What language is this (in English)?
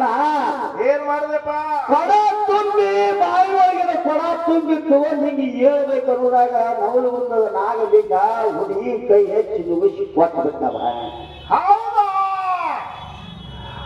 Kannada